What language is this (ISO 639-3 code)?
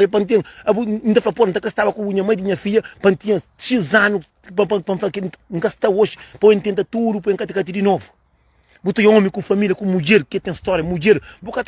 kea